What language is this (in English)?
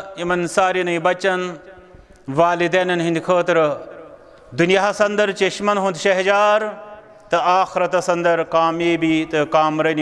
Kashmiri